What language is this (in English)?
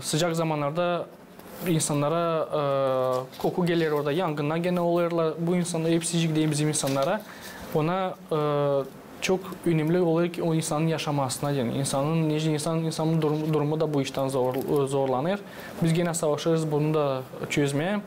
Gagauz